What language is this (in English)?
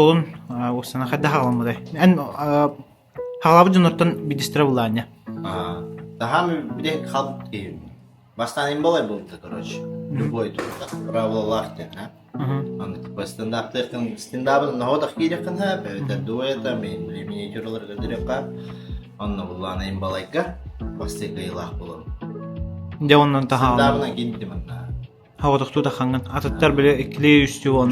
Yakut